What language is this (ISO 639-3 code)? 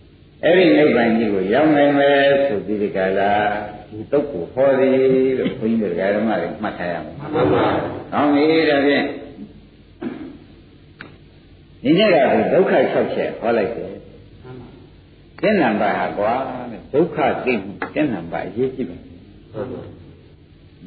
mya